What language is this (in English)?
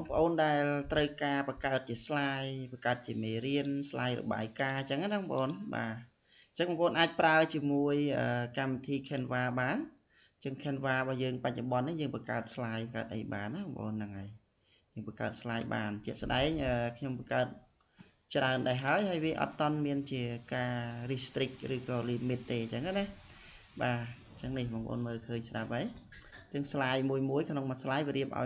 Khmer